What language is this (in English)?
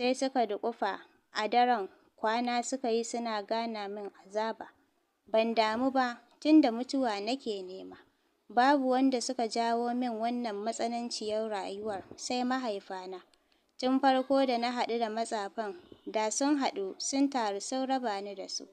Hausa